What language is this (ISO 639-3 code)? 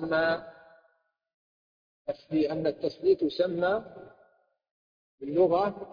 ara